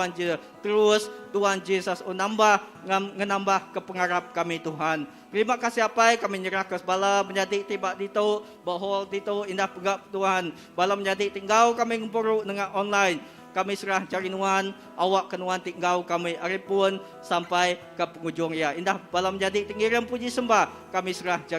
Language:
Iban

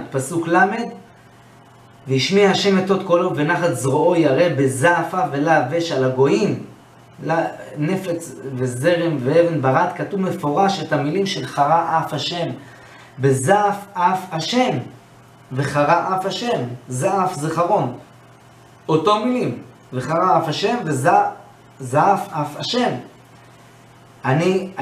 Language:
Hebrew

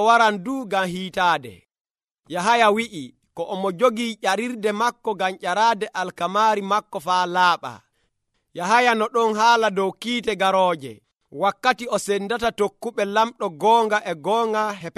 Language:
Nigerian Fulfulde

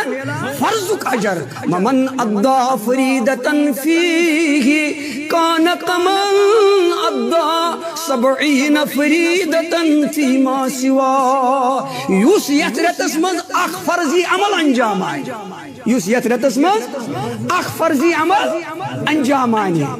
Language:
Kashmiri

